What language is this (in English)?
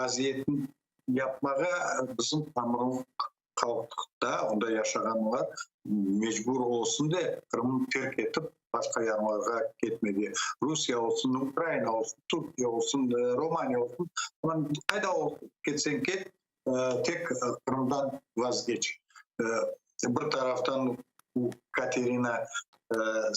Crimean Tatar